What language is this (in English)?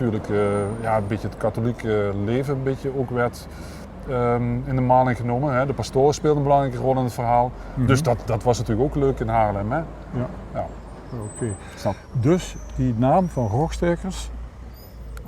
Limburgish